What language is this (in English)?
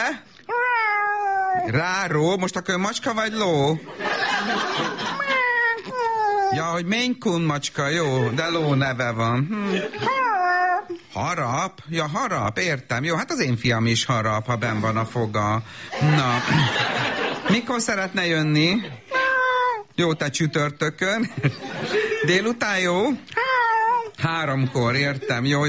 Hungarian